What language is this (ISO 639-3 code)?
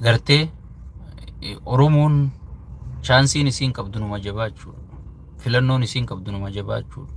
orm